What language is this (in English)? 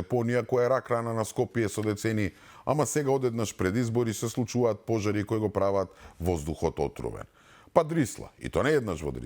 Macedonian